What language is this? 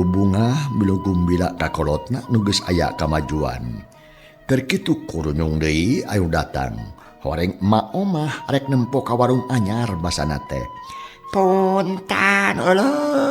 Sundanese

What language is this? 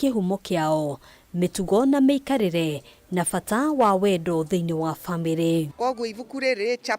Kikuyu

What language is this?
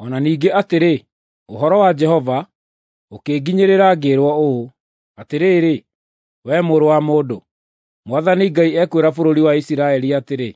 Kikuyu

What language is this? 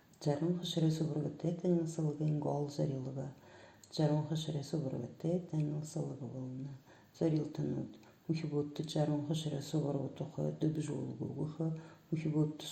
Buriat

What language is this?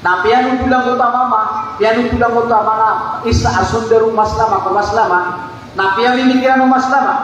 Maranao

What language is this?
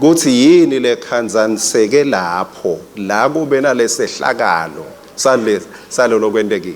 Swati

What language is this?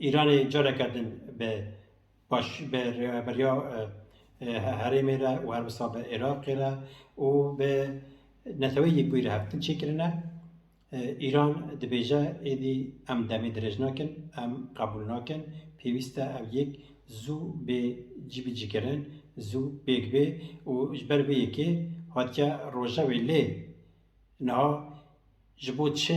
Kurdish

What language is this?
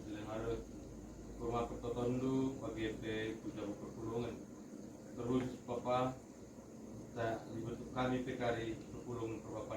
Batak Karo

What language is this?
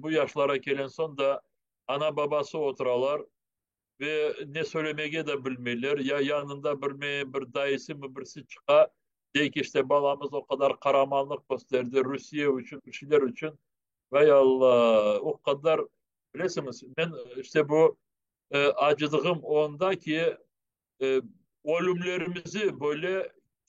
Crimean Tatar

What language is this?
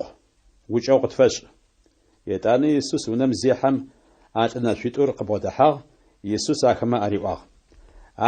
Adyghe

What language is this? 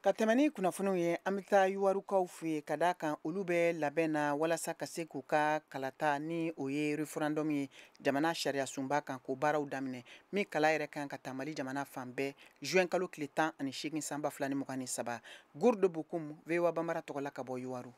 Bambara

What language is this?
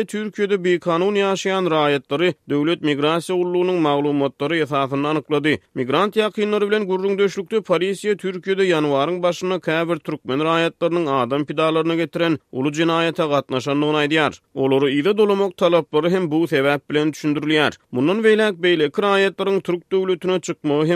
Turkmen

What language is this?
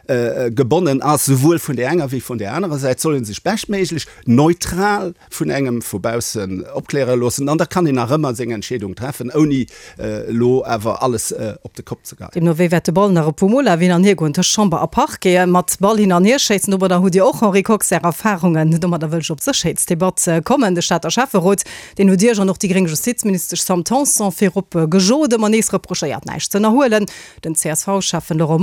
Luxembourgish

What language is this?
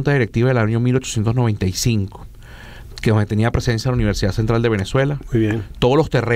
Spanish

